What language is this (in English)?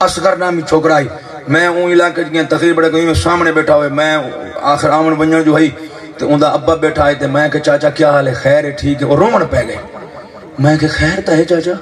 Saraiki